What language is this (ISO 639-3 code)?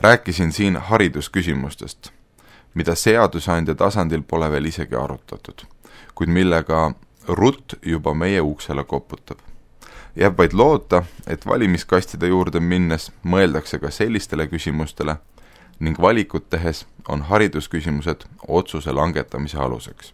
est